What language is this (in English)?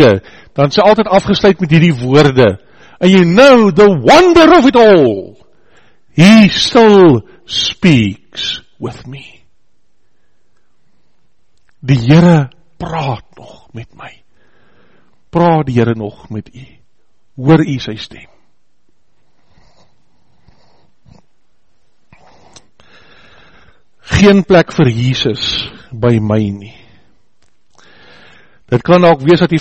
Afrikaans